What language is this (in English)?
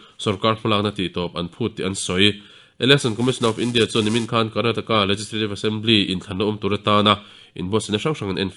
Mizo